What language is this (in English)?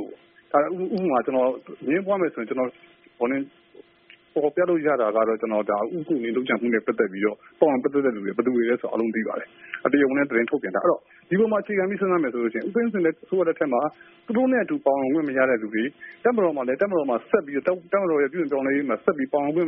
Burmese